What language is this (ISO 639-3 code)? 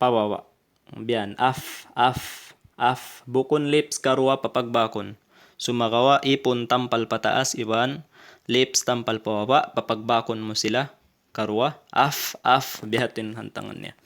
tsg